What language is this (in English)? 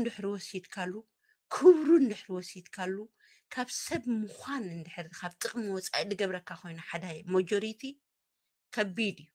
Tigrinya